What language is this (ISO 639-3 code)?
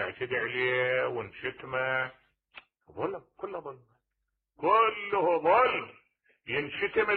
acm